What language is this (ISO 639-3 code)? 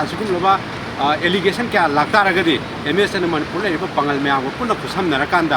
mni